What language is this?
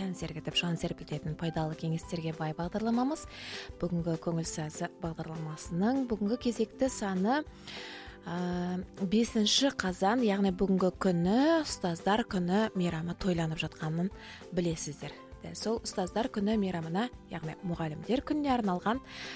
Kazakh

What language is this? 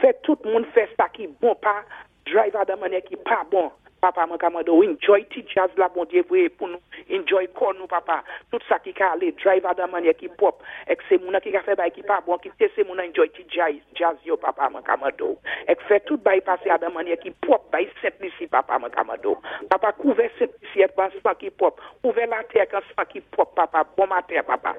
Saint Lucian Creole French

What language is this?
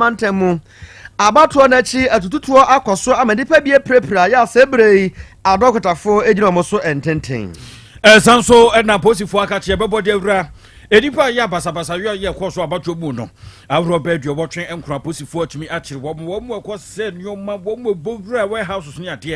Akan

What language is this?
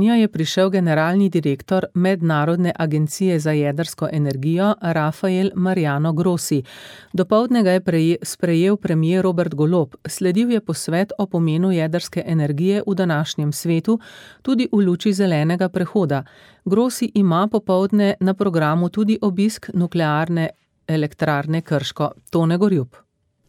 Slovenian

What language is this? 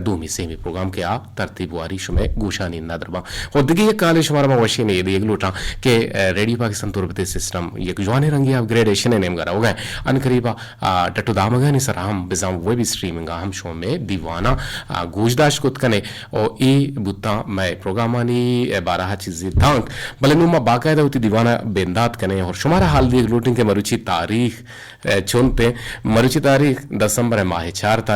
Eastern Balochi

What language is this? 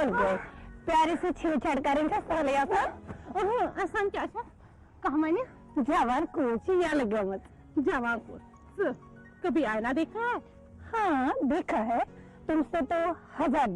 Kashmiri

